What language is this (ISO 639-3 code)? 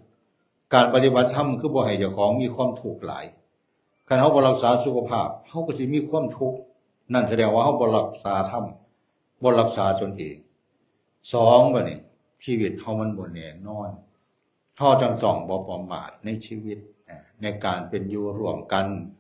tts